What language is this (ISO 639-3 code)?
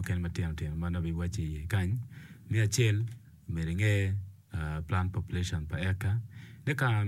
ach